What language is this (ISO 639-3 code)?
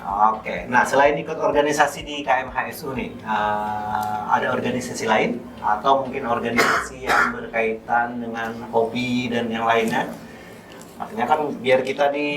bjn